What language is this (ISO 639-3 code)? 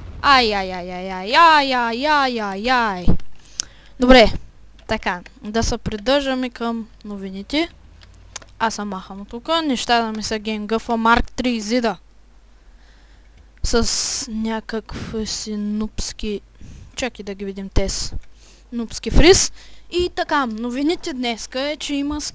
bul